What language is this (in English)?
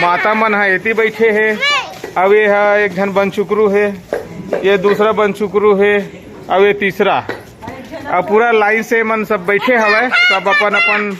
Chhattisgarhi